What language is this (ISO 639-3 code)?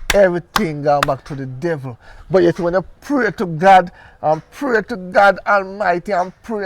jam